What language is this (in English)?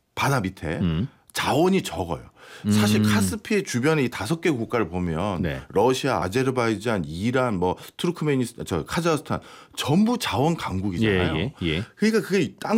Korean